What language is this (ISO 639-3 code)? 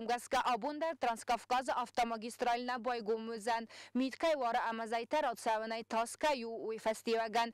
oss